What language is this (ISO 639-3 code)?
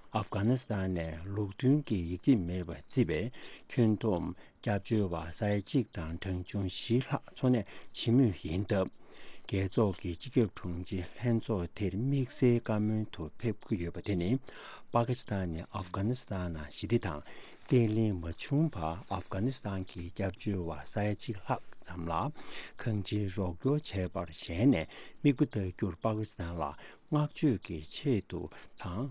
bod